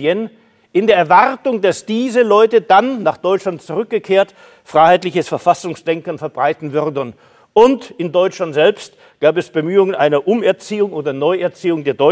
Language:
German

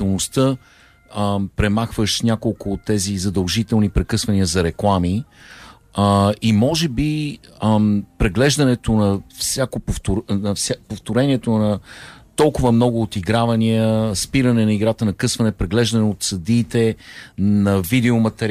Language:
Bulgarian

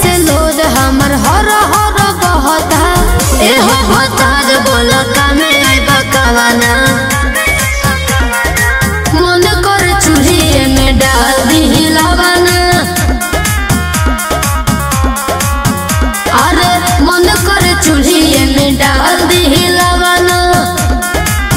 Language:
Bhojpuri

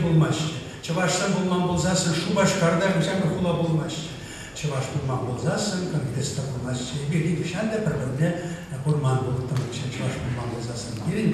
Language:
Chuvash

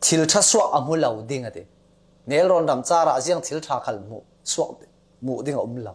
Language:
Falam Chin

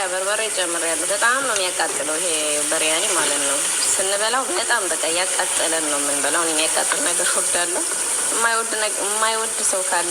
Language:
Amharic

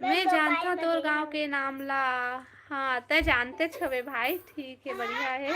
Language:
Chhattisgarhi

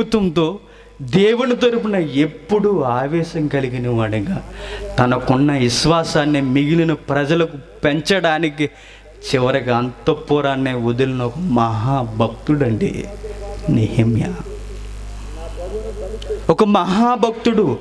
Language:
Telugu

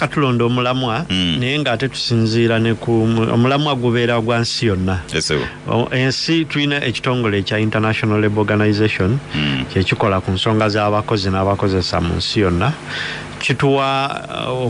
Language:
Ganda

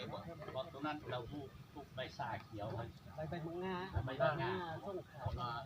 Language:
Lao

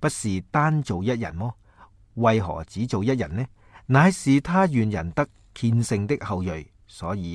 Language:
Cantonese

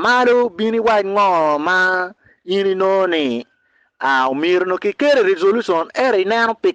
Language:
Acoli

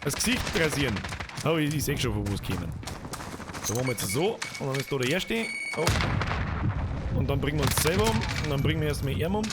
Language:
Bavarian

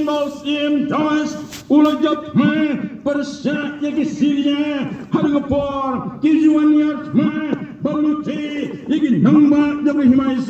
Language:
Khasi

